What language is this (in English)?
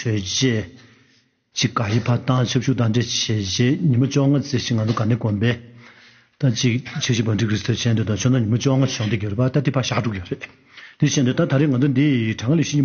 Tibetan